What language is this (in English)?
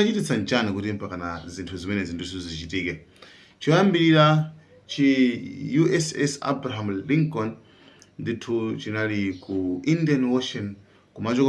Nyanja